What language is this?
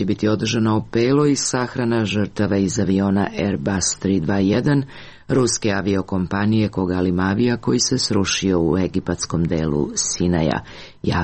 Serbian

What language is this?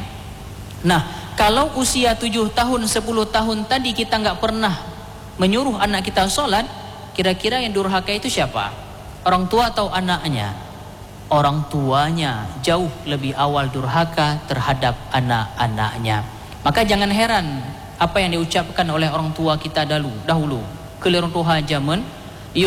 Indonesian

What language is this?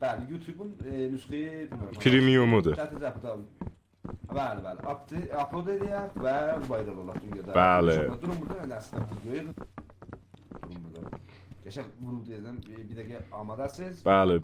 South Azerbaijani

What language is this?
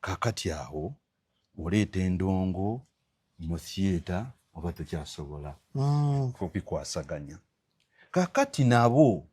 Ganda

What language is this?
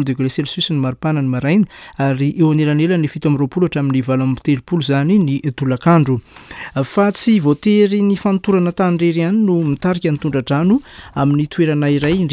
Malagasy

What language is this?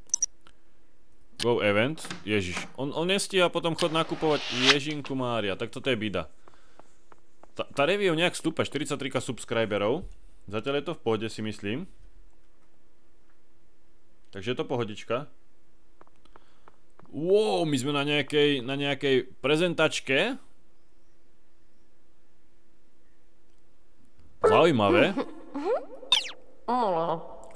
Slovak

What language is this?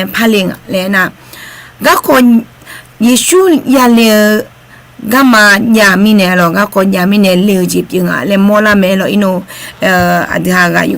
Akha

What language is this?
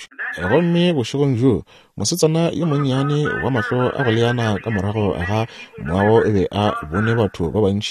Northern Sotho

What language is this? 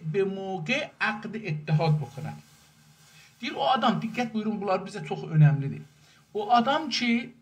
South Azerbaijani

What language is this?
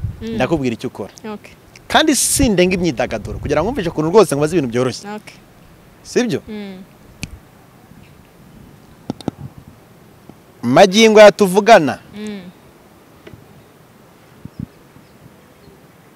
Kinyarwanda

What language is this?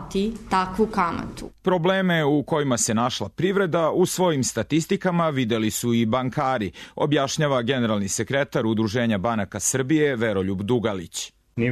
Serbian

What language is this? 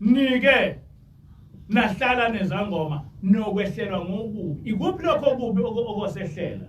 Zulu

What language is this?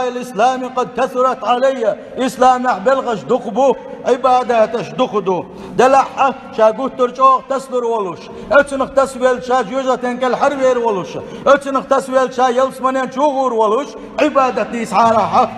Chechen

